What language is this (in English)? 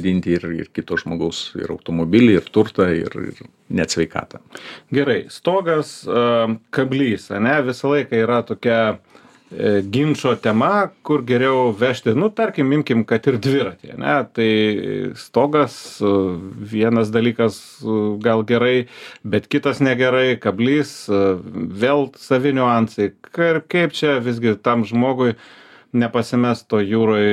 Lithuanian